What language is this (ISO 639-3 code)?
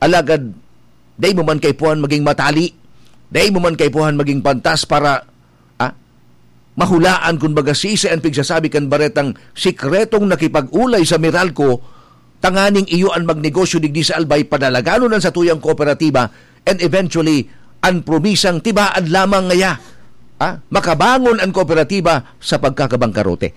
bik